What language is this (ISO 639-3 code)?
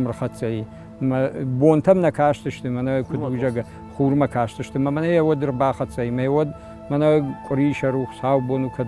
oss